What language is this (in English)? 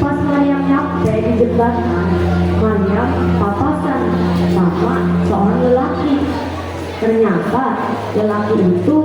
Betawi